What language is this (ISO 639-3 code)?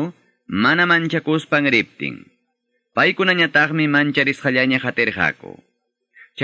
quy